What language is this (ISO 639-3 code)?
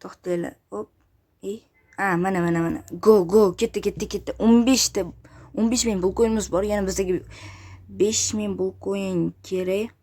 uzb